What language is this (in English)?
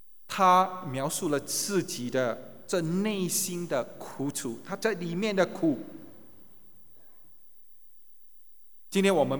Chinese